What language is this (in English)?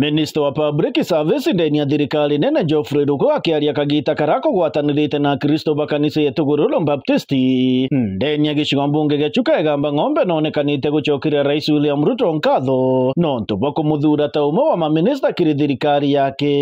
Meru